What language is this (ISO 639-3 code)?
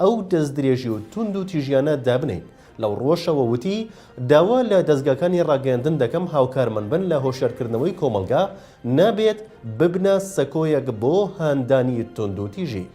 ckb